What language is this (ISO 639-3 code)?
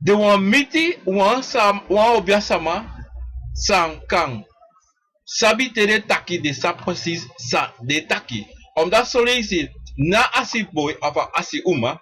srn